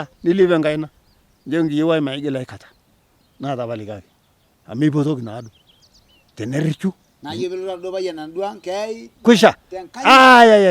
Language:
Masai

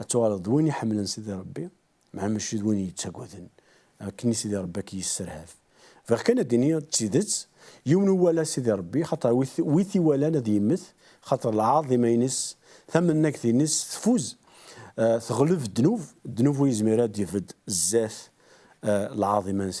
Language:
Kabyle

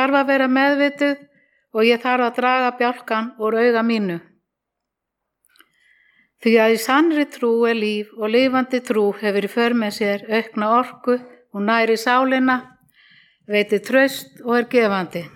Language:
Icelandic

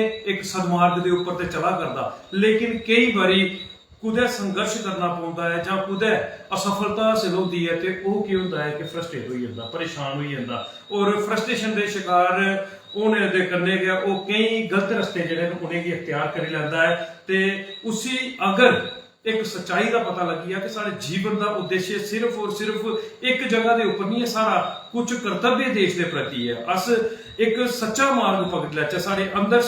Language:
Dogri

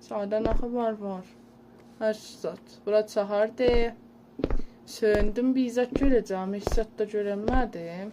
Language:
South Azerbaijani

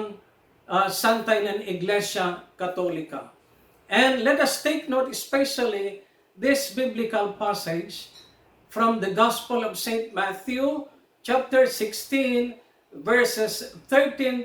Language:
Pangasinan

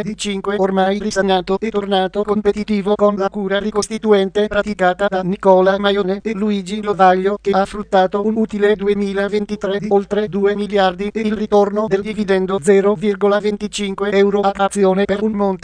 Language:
Italian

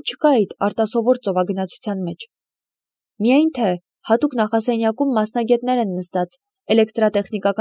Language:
Armenian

